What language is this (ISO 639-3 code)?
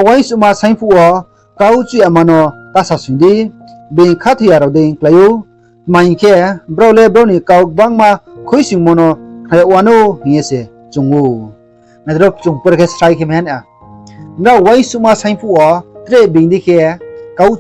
ria